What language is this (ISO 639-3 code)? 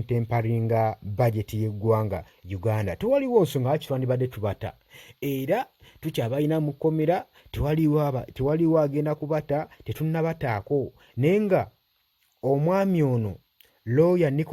lug